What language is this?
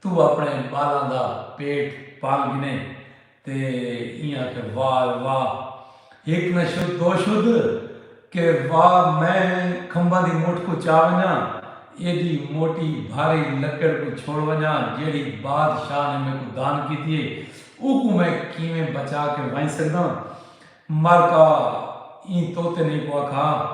Saraiki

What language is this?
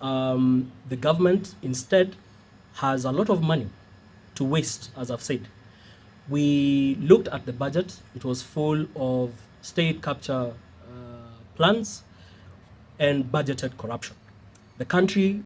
Gusii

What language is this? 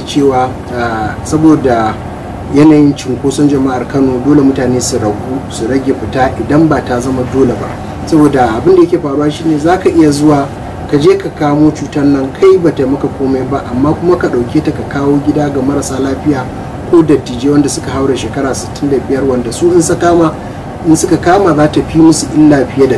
Hausa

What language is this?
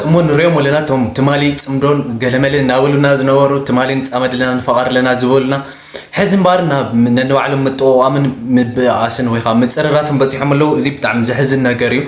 Tigrinya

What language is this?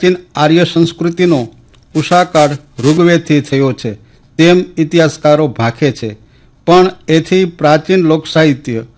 Gujarati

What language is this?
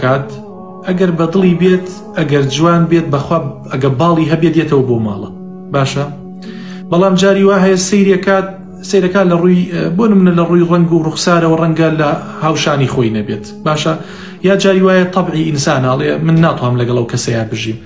Central Kurdish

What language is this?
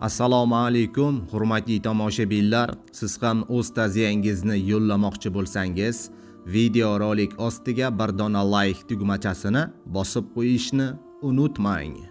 Uzbek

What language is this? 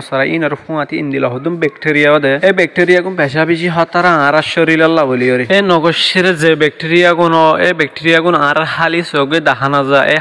Rohingya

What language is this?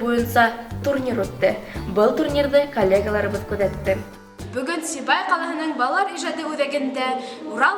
Bashkir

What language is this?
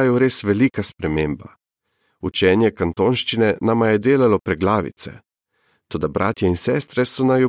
Slovenian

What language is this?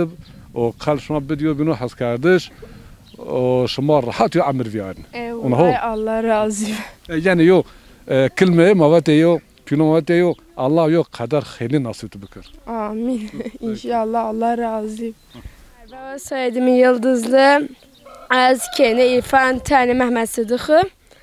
Zaza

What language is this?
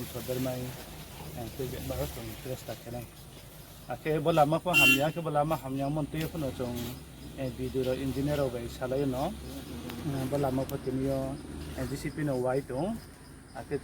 Riang (India)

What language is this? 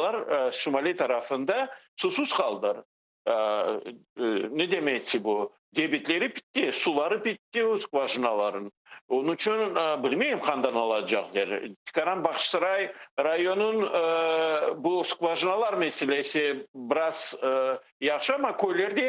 Crimean Tatar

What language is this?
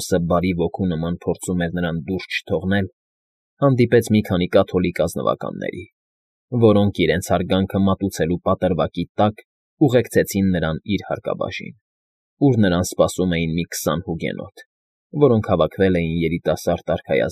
Armenian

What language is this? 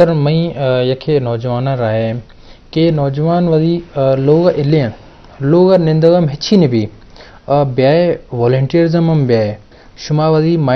Eastern Balochi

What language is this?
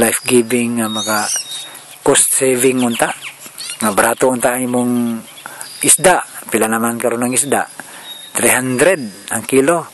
Cebuano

